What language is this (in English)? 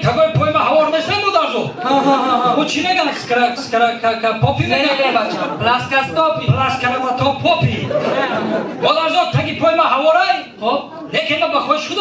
Tajik